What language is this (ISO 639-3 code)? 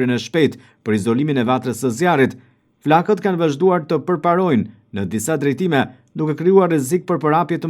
sqi